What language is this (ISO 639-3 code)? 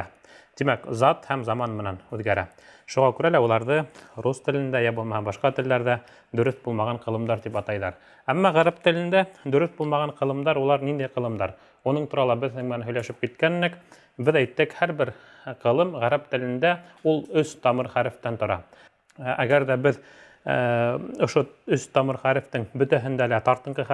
bak